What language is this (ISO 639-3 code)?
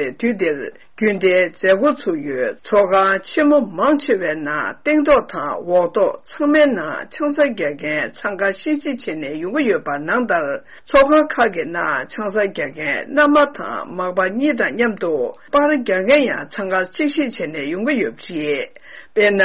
bod